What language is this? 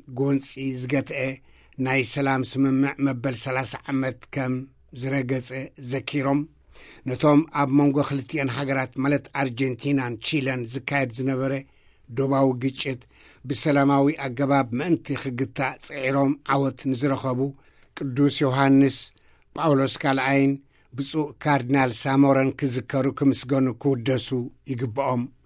Tigrinya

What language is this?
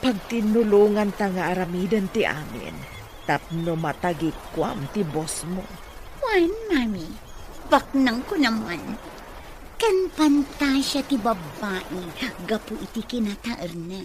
Iloko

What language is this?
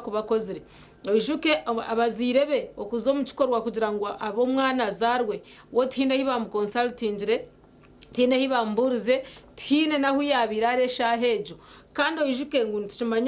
Nyankole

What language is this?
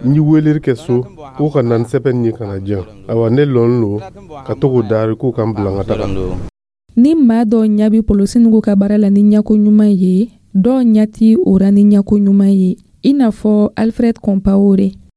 Dyula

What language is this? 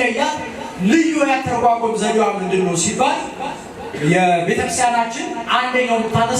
Amharic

